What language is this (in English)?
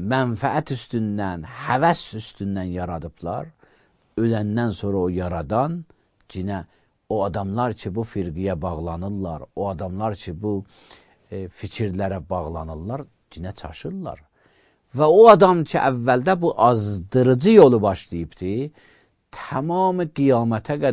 Azerbaijani